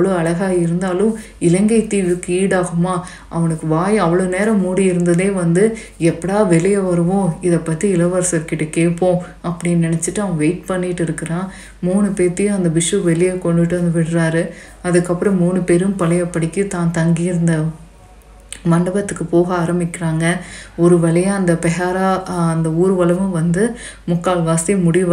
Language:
Tamil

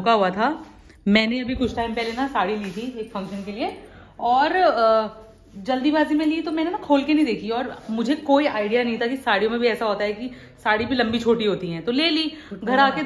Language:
Hindi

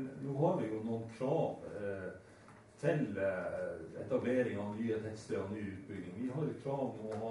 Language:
Norwegian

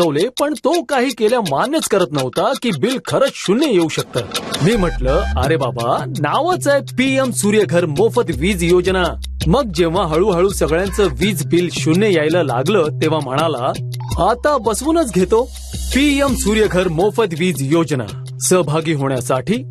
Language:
Marathi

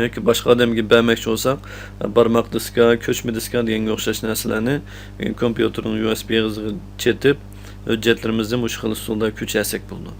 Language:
Uyghur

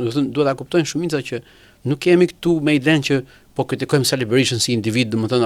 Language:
Albanian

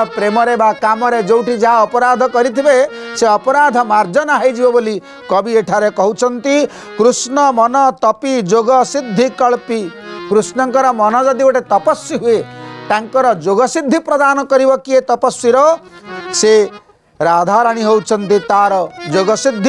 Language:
Odia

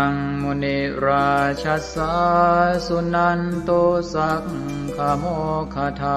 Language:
Pali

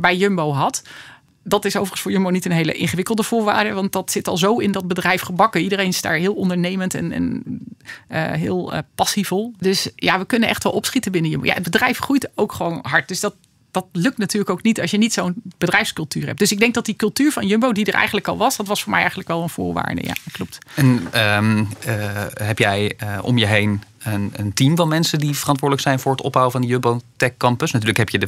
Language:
Dutch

